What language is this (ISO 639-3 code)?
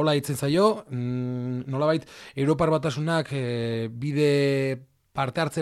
eus